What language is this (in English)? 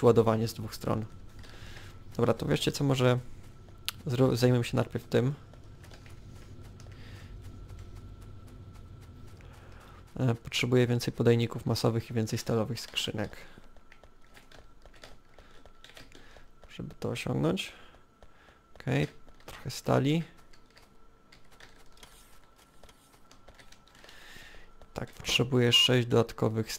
Polish